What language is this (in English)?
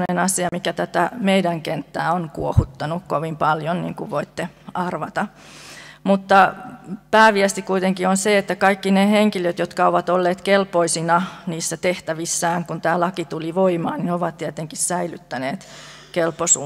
Finnish